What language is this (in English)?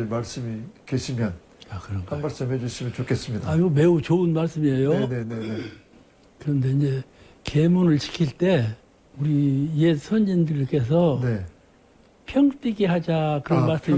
Korean